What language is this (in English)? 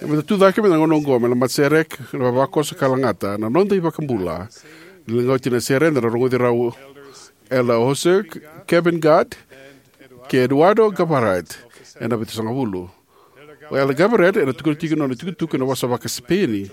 Fijian